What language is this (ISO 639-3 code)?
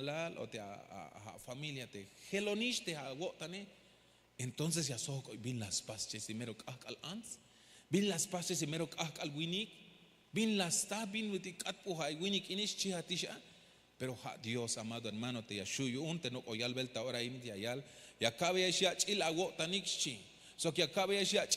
tzh